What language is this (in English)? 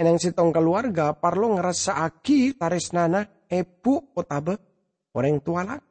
Madurese